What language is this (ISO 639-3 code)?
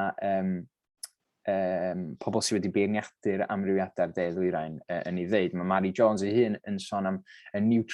cym